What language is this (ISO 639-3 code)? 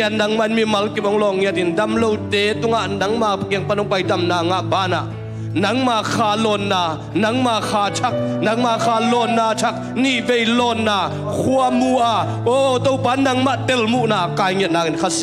ctd